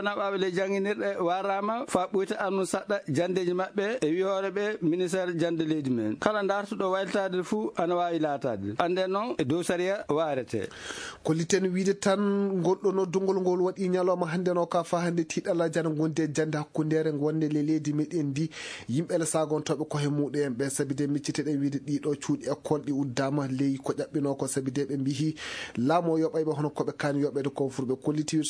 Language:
Fula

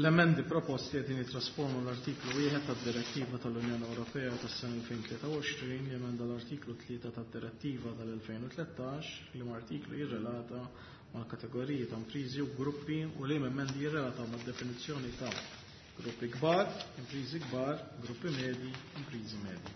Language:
Maltese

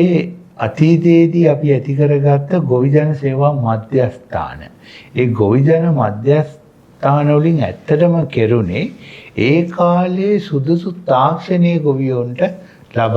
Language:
Sinhala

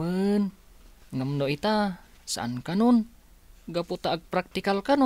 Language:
Iloko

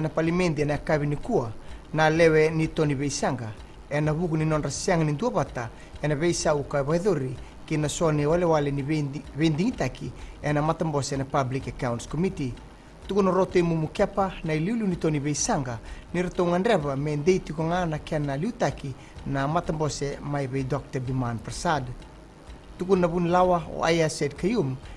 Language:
Fijian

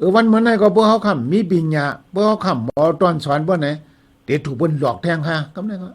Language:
Shan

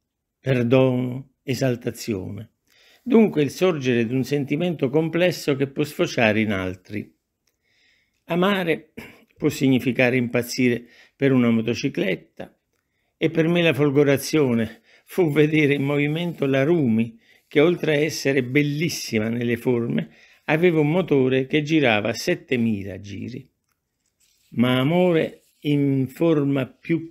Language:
Italian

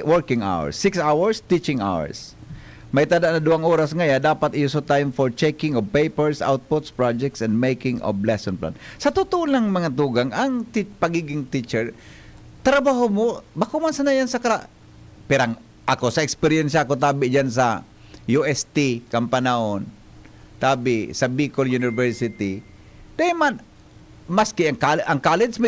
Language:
Bikol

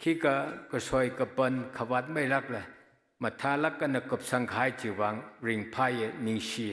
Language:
Tangkhul Naga (India)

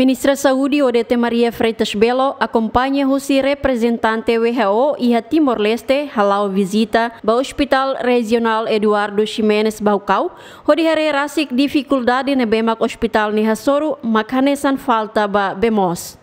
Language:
Tetum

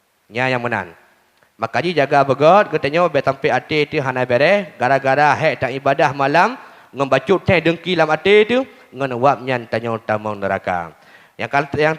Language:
Achinese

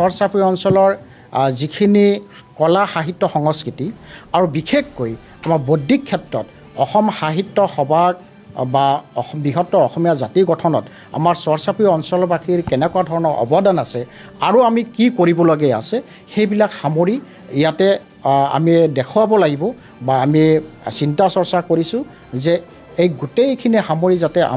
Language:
Assamese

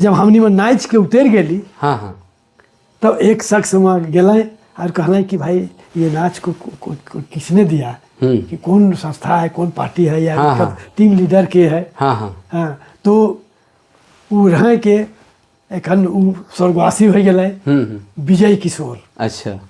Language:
Sadri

